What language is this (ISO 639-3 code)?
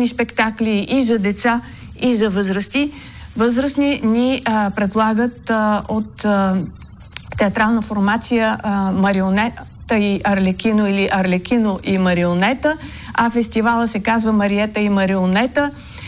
bul